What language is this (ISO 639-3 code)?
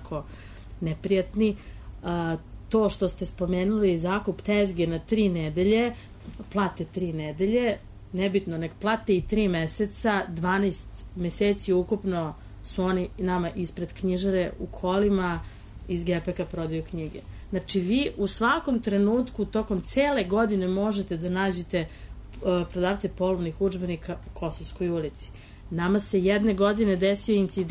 srp